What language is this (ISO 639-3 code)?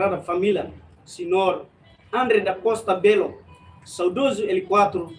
tet